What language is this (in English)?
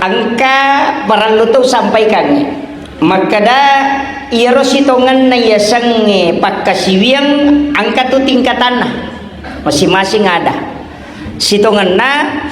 Buginese